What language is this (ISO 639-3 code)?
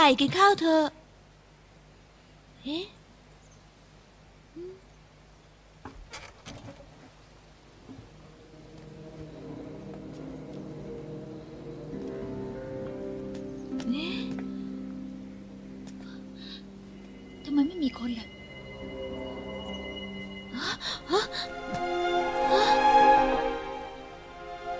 tha